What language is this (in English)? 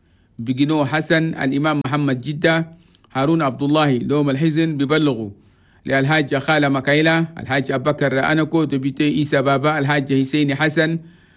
Chadian Arabic